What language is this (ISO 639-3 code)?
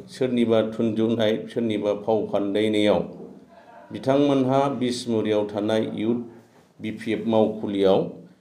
brx